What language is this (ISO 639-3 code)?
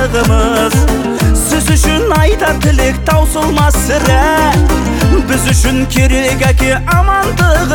kaz